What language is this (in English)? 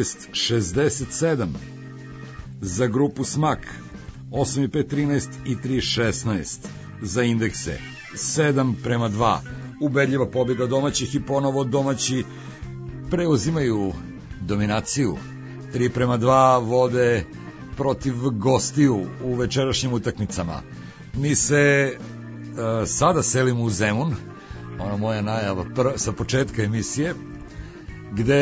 Serbian